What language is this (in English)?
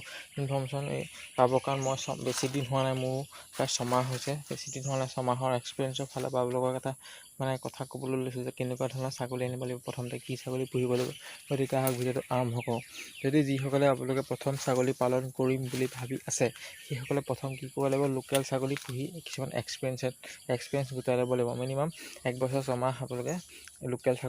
Assamese